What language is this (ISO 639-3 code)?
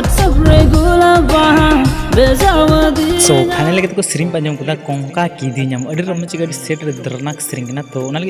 sat